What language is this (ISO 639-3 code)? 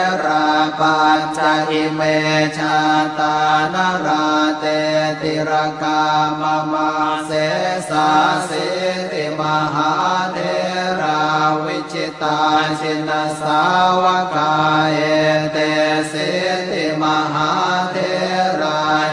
pli